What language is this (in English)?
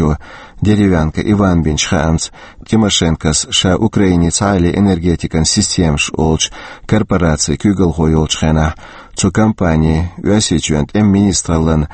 Chechen